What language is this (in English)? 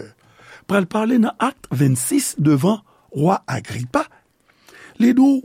Haitian Creole